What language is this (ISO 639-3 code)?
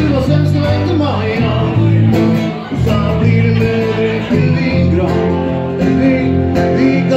nor